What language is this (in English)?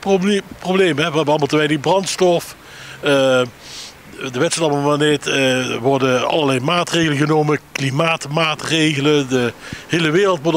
Limburgish